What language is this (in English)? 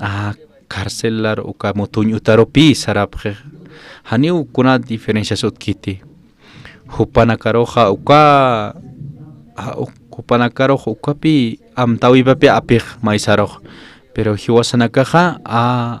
Aymara